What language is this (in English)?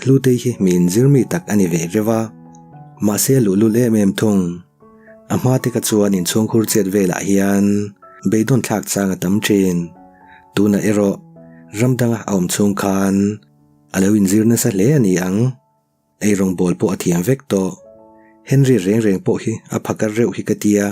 Mizo